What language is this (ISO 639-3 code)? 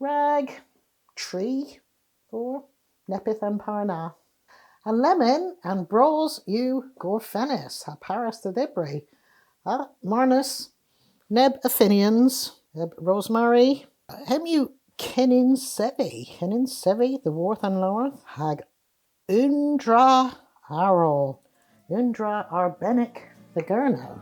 cor